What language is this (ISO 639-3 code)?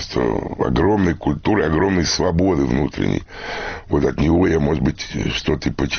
rus